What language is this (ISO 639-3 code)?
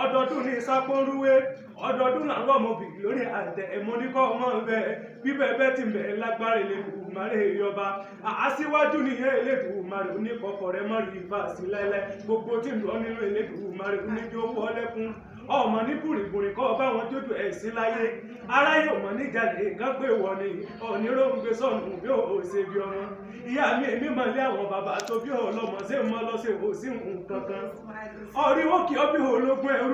yor